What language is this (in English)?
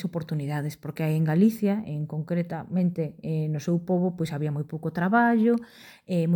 Galician